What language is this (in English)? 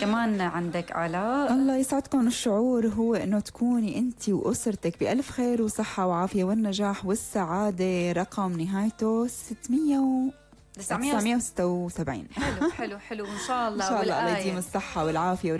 North Levantine Arabic